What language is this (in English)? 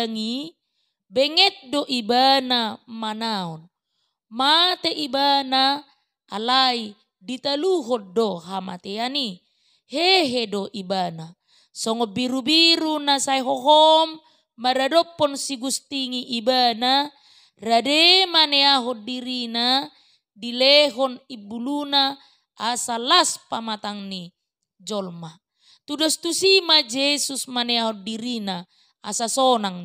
Batak Toba